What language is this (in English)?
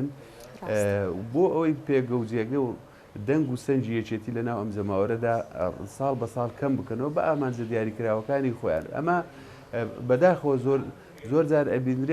Central Kurdish